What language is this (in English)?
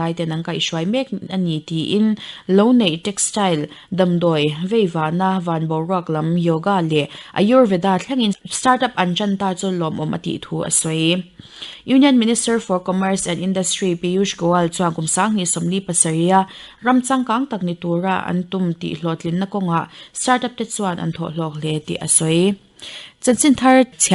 Mizo